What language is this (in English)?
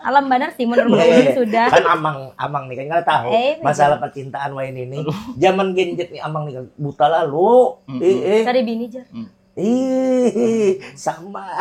Banjar